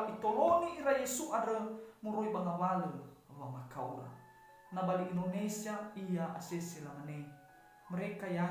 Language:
Nias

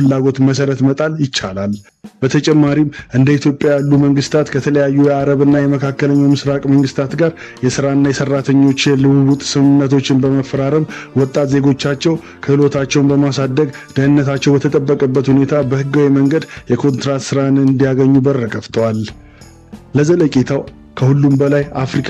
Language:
Amharic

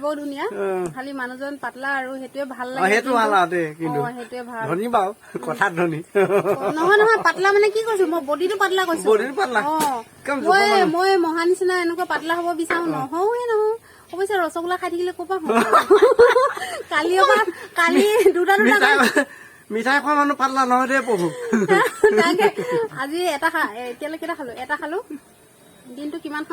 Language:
Assamese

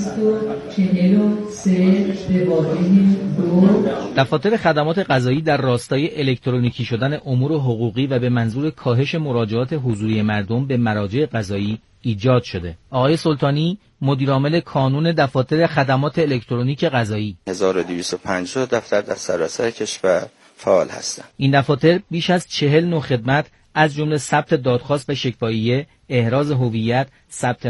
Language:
Persian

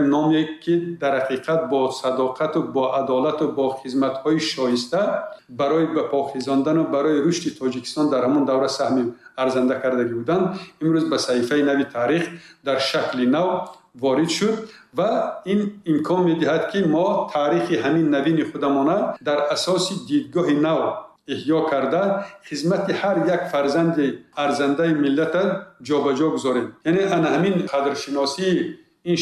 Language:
Tajik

